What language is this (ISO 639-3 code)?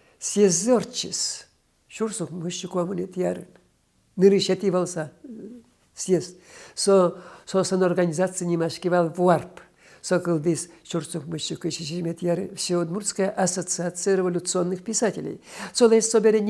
udm